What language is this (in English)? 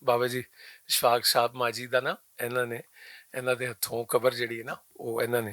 Western Panjabi